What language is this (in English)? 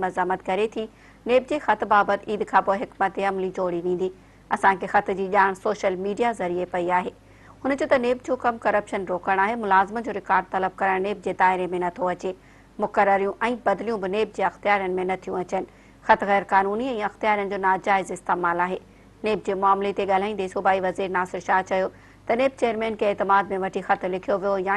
Sindhi